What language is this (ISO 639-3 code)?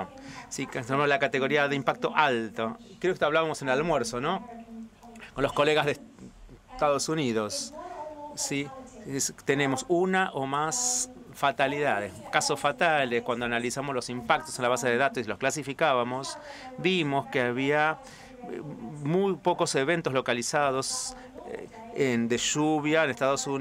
spa